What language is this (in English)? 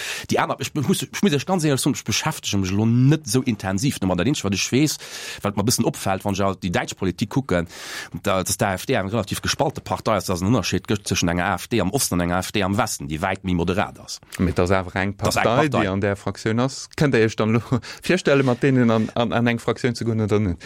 Luxembourgish